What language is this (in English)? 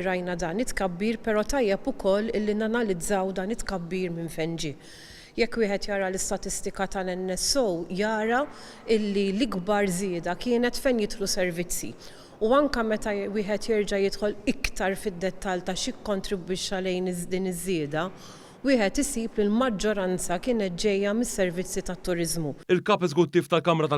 Maltese